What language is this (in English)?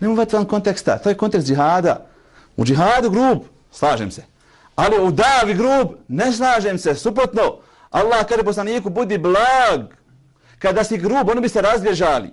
Bosnian